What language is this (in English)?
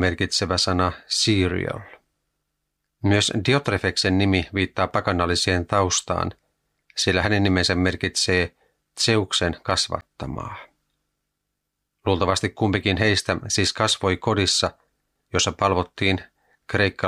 Finnish